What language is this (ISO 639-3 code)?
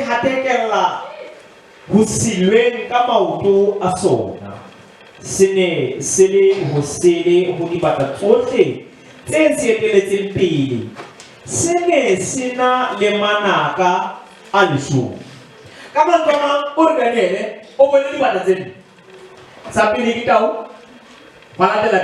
sot